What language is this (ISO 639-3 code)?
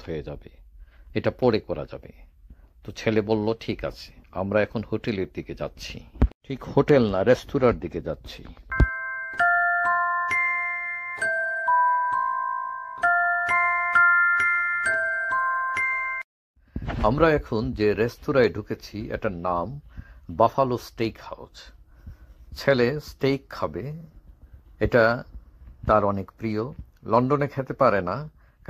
ben